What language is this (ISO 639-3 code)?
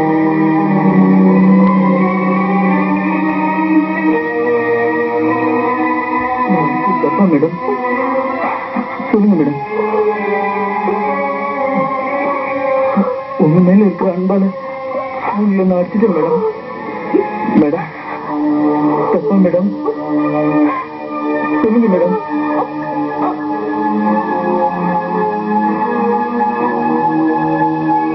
tam